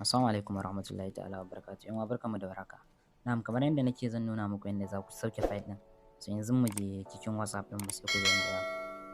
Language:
Hausa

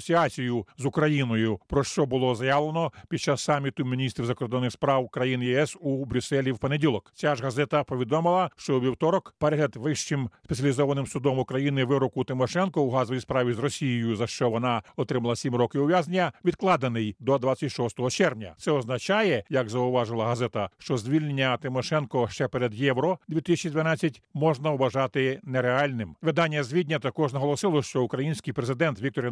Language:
Ukrainian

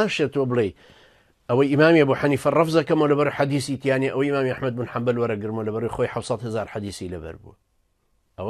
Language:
Central Kurdish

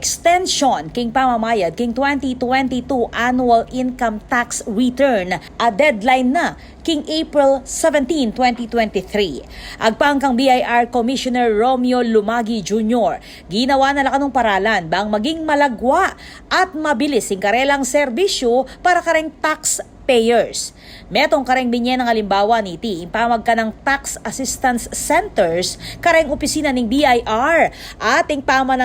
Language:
Pampanga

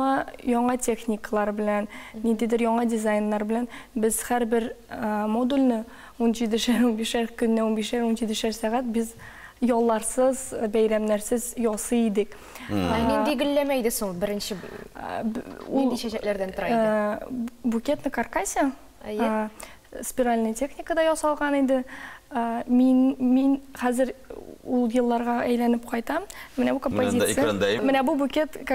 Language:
Tatar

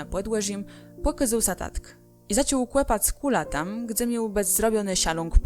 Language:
Kashubian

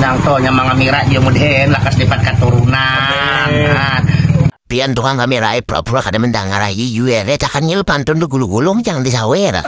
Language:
Banjar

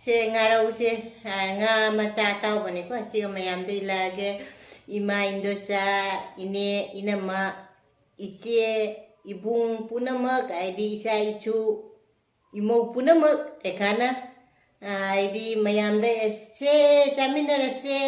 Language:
Manipuri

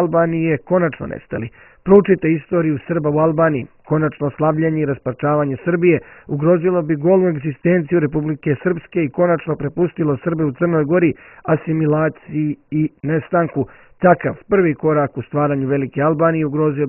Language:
Serbian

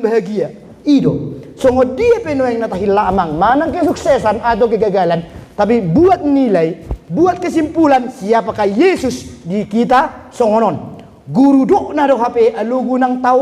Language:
Batak Toba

